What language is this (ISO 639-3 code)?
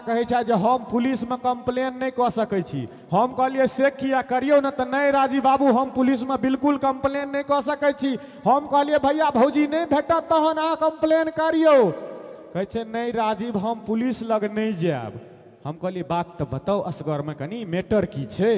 mai